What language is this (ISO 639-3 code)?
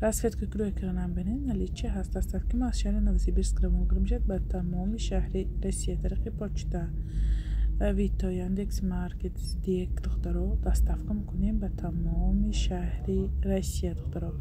tgk